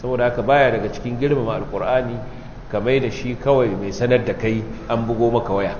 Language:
Hausa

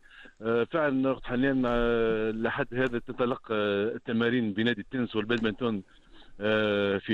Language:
Tunisian Arabic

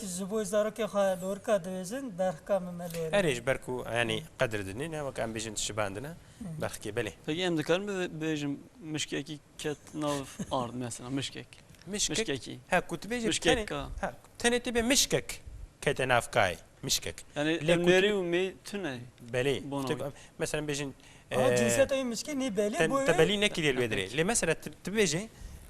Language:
Kurdish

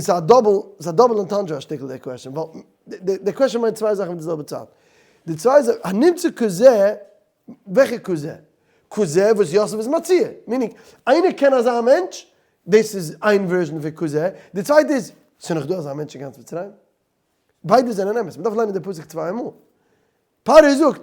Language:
Yiddish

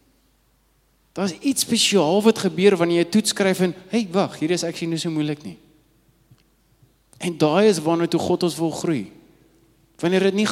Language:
Afrikaans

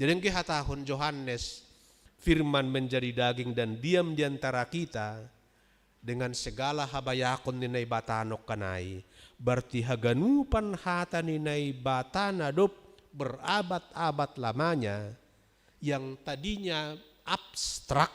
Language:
Batak Simalungun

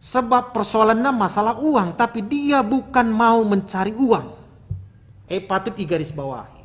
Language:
Batak Karo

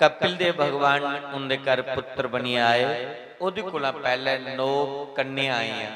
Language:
Dogri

